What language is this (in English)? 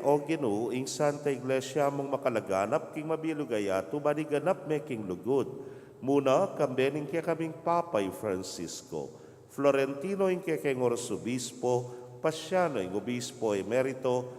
Pampanga